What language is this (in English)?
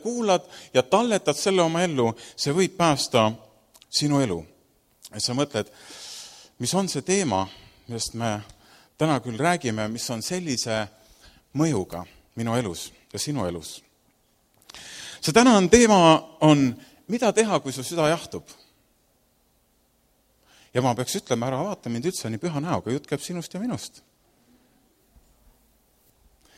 Estonian